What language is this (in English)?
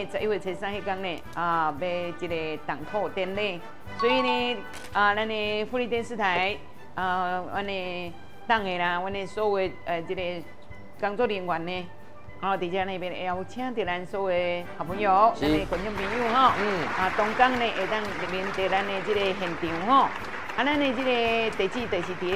Min Nan Chinese